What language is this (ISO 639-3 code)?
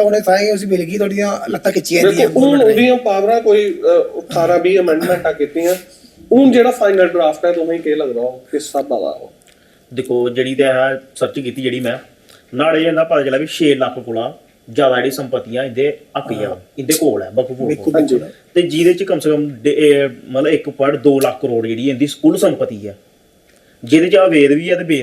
doi